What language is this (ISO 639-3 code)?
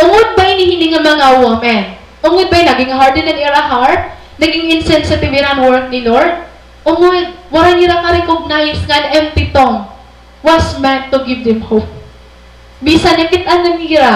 war